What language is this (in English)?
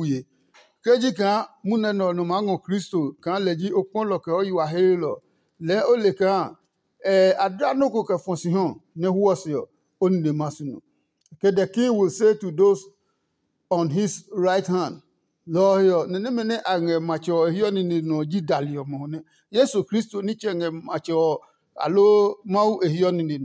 Adangme